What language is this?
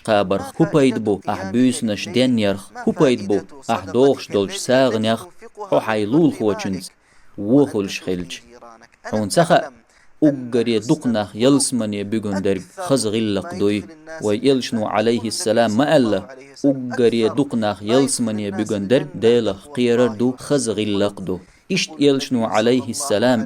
Chechen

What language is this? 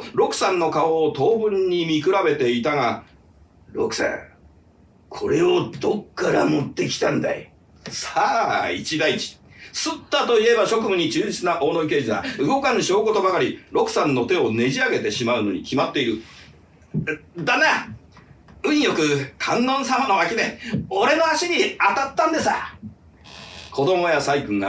Japanese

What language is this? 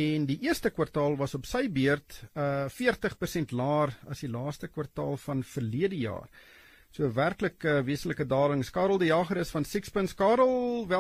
Afrikaans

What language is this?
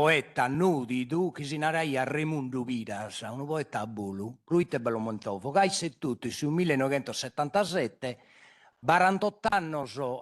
Sardinian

